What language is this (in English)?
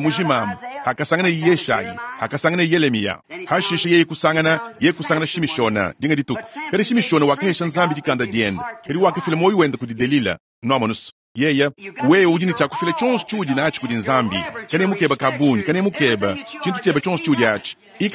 Luba-Lulua